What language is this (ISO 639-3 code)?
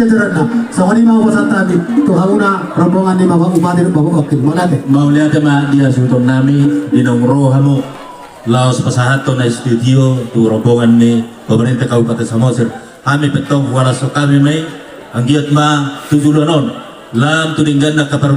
bbc